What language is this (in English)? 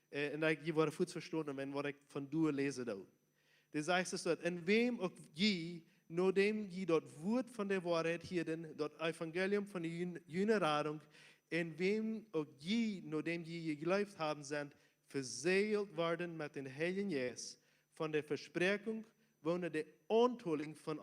Plautdietsch